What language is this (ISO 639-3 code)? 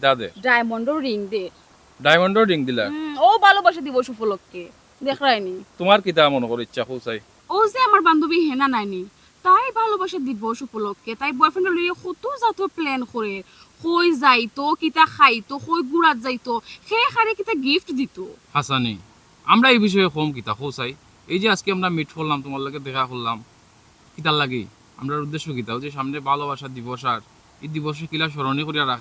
syl